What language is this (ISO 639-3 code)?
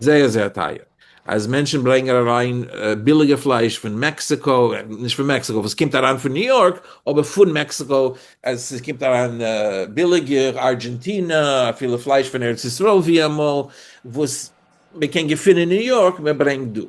yid